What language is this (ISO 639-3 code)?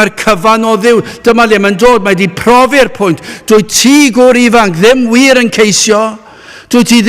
cym